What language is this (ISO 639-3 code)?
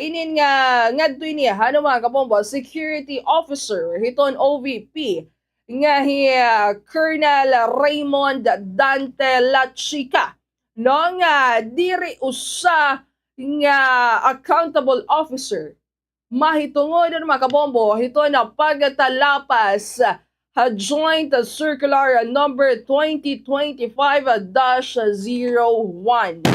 war